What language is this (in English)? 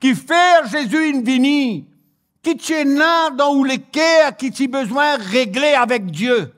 Morisyen